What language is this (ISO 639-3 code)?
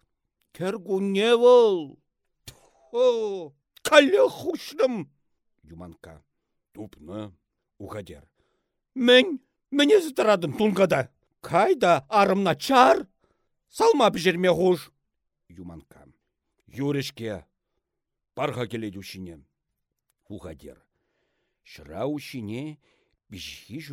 chv